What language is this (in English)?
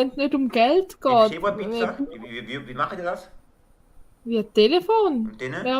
Swiss German